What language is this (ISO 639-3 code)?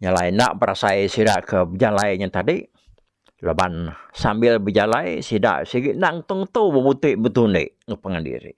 iba